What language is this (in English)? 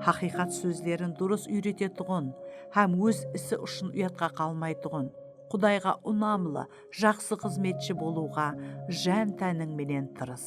Kara-Kalpak